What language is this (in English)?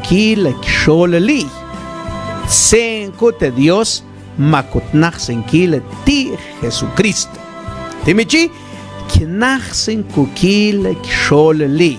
Mam